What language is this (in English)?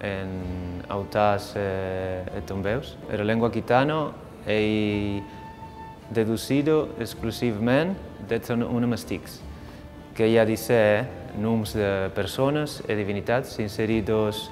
Occitan